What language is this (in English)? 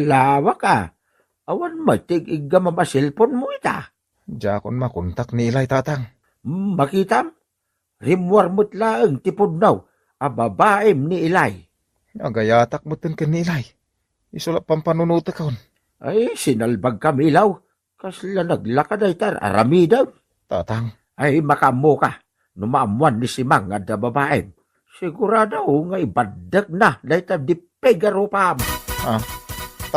Iloko